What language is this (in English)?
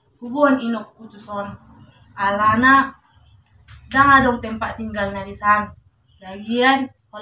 Batak Toba